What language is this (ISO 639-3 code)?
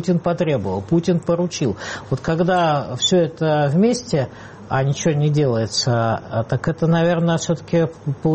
rus